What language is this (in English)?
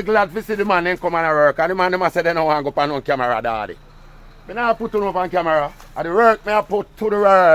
Jamaican Creole English